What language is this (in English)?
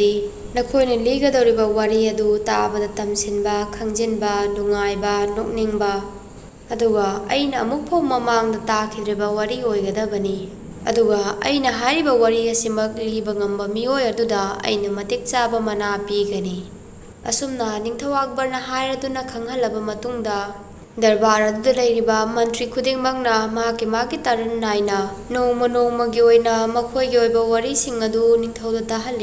Manipuri